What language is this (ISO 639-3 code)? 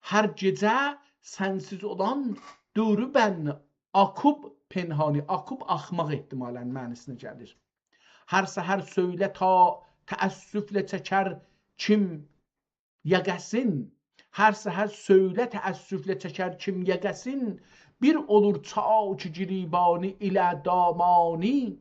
azb